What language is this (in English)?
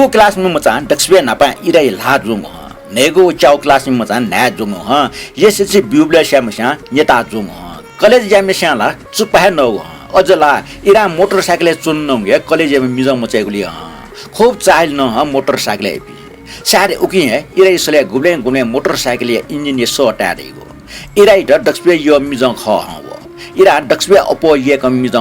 Newari